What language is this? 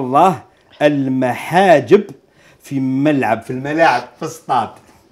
Algerian Arabic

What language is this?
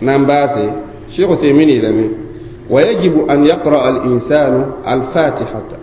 Mossi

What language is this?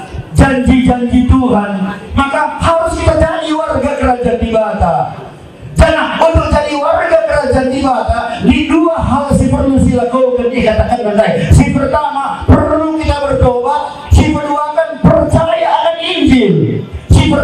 Batak Karo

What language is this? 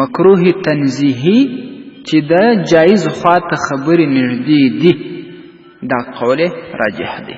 Pashto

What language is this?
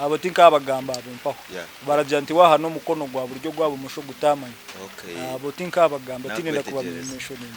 Nyankole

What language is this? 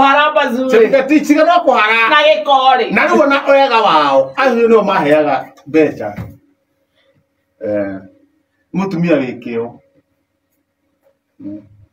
Kikuyu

